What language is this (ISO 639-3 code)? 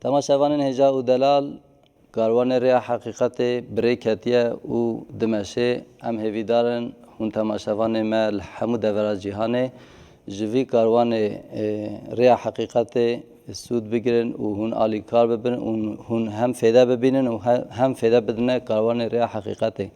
kur